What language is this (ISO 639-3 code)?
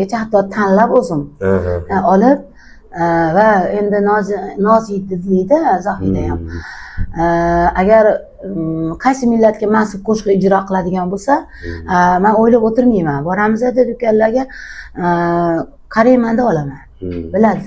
uzb